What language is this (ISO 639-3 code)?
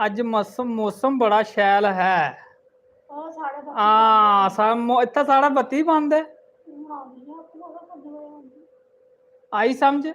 doi